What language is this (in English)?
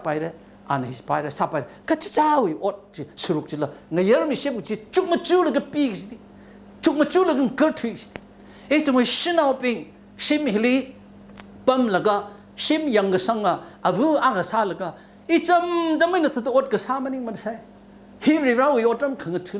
Tangkhul Naga (India)